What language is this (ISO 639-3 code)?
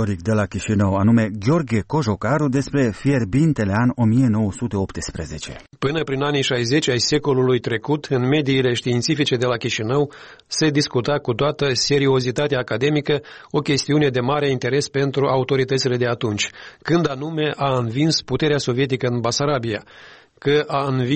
ron